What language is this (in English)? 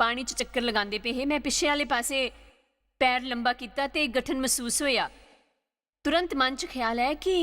Dogri